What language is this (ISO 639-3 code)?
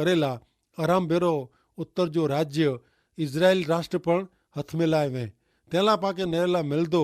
kfr